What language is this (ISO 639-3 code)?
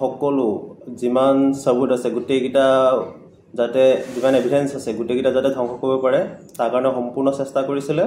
asm